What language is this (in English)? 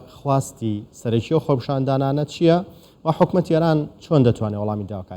Central Kurdish